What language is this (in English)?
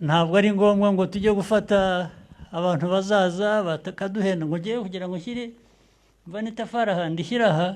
Kinyarwanda